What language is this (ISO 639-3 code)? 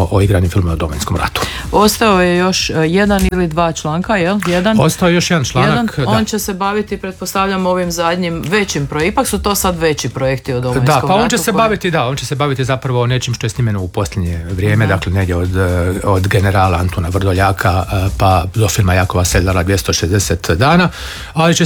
hrv